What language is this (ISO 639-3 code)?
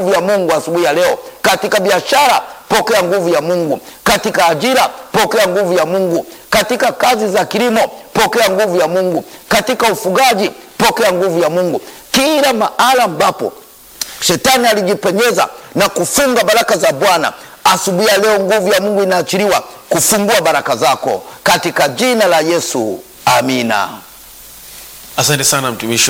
swa